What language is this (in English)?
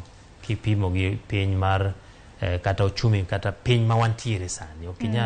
Luo (Kenya and Tanzania)